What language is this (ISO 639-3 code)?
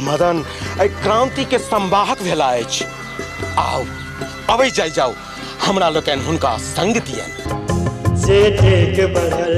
mai